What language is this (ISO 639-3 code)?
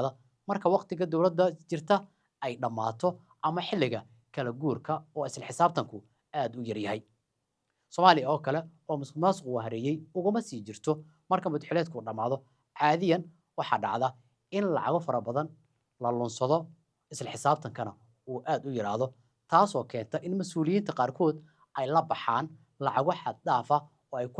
som